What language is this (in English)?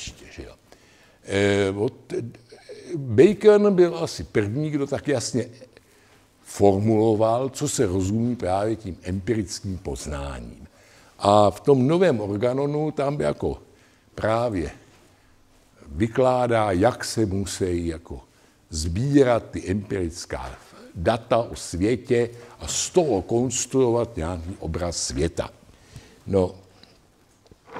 Czech